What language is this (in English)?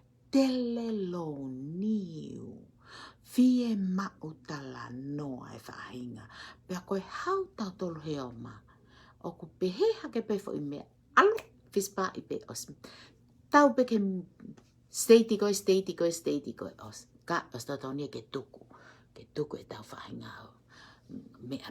Tongan